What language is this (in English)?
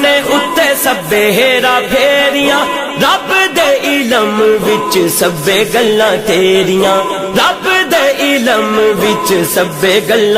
Pahari-Potwari